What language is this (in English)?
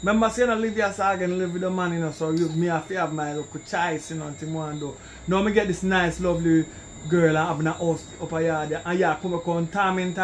Jamaican Creole English